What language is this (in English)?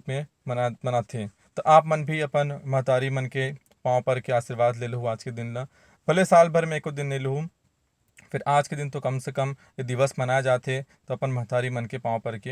Chhattisgarhi